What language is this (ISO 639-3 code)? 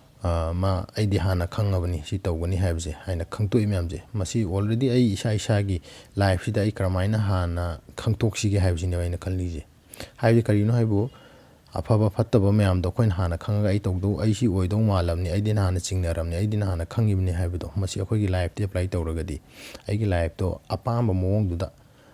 mni